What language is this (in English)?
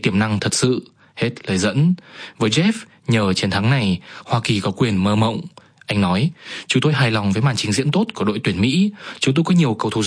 Vietnamese